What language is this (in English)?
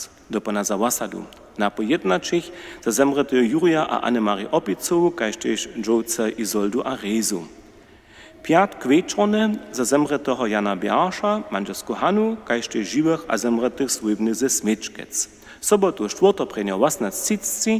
Upper Sorbian